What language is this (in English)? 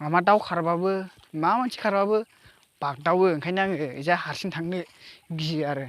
Bodo